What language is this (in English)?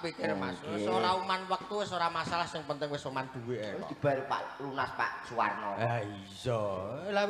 Javanese